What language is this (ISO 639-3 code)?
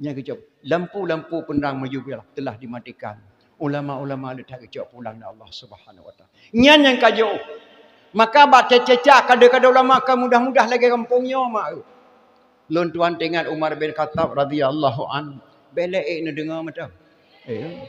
ace